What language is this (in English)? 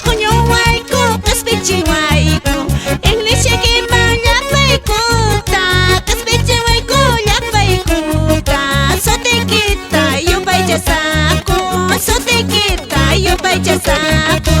Quechua